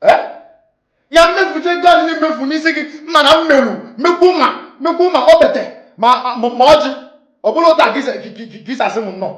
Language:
Igbo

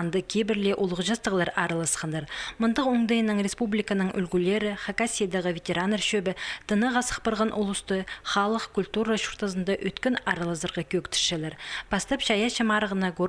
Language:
Khakas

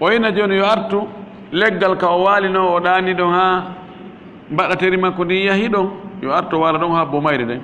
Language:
Fula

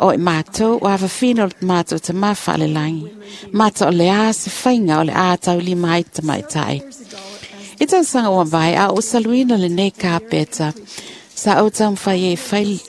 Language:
Samoan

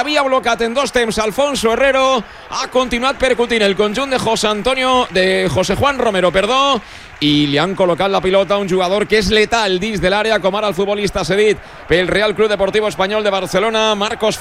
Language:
Catalan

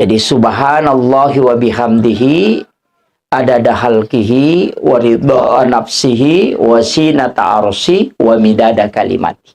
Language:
Buginese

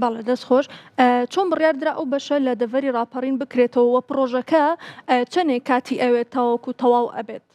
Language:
Central Kurdish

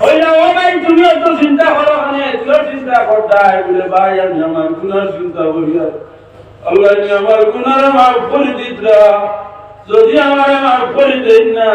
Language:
Sylheti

